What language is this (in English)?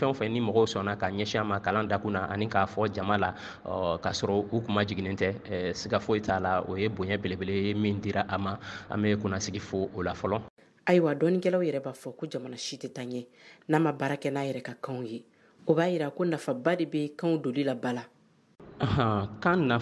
Bambara